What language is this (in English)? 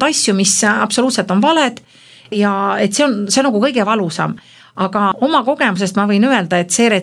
Estonian